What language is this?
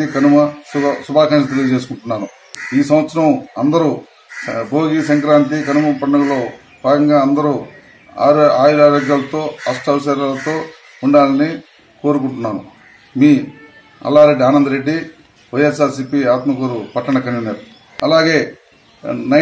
Telugu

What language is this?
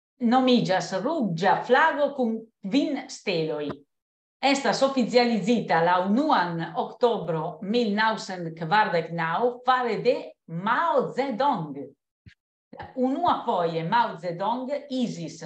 Esperanto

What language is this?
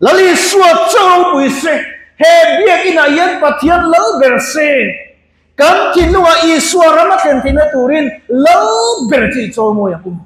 Mizo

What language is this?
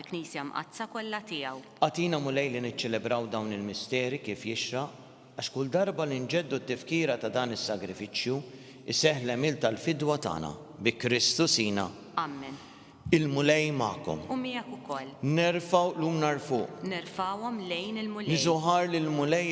Maltese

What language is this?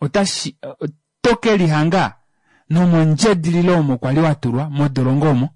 Kuanyama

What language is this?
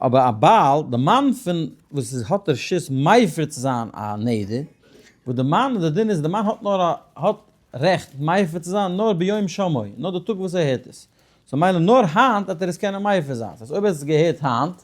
Yiddish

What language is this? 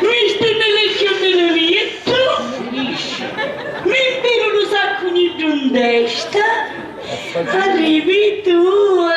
Sicilian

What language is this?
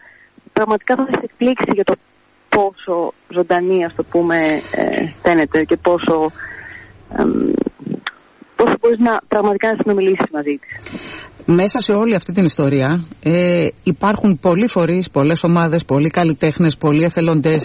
Greek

